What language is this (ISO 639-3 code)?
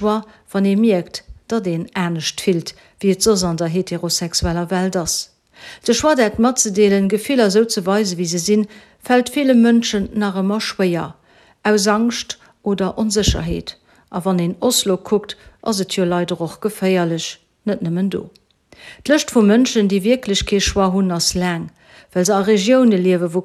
ltz